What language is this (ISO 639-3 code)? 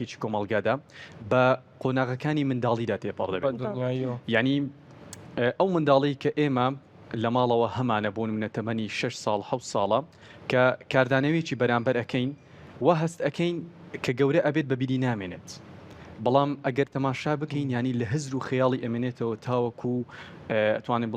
ckb